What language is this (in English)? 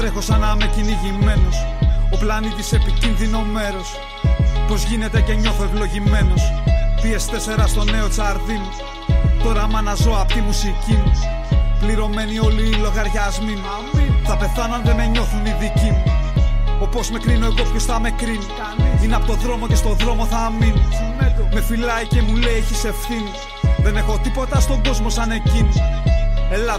Greek